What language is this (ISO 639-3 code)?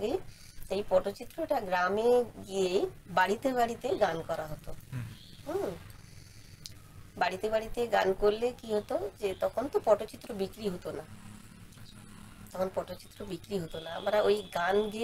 ben